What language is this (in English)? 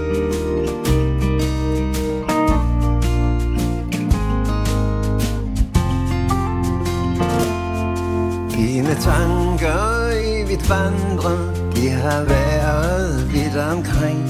Danish